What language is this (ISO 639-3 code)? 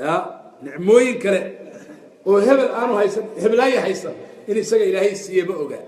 som